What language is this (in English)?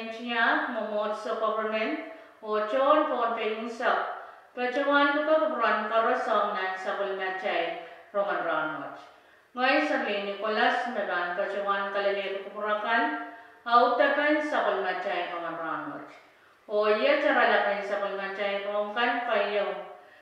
Pohnpeian